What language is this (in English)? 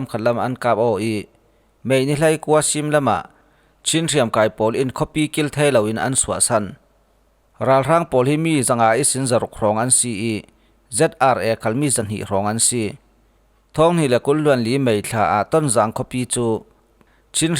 Falam Chin